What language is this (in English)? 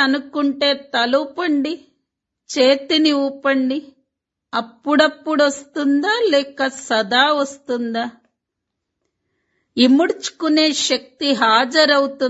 Telugu